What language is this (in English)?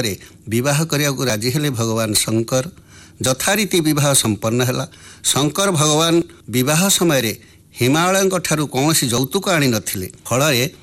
Odia